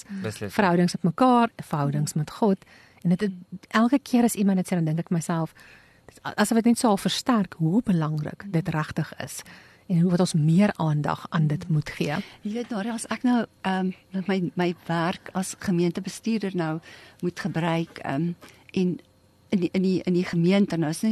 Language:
Afrikaans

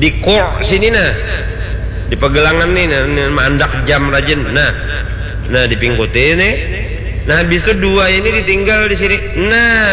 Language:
Banjar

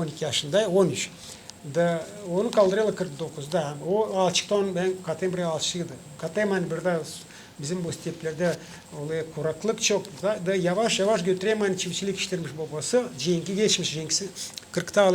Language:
Gagauz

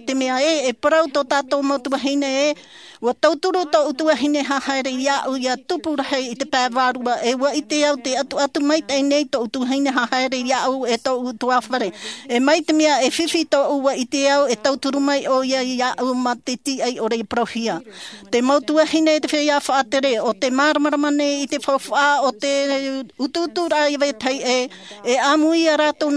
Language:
Tahitian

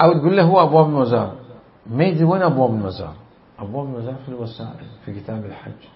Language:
Mesopotamian Arabic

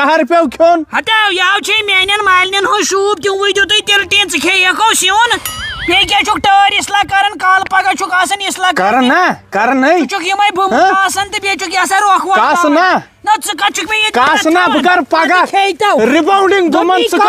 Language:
Kashmiri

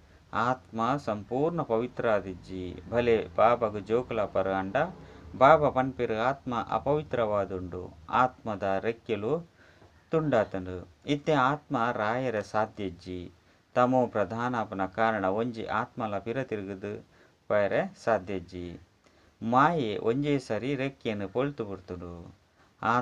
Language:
Tulu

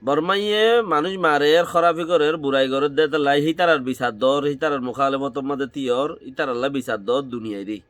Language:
Rohingya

